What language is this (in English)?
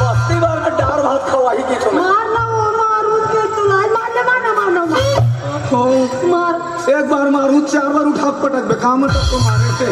Chhattisgarhi